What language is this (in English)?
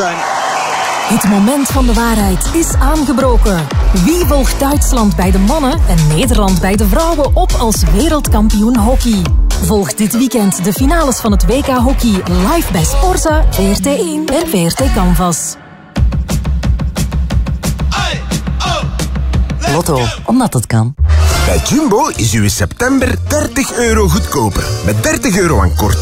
Dutch